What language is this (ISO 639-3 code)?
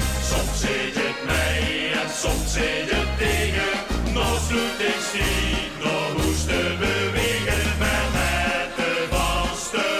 lim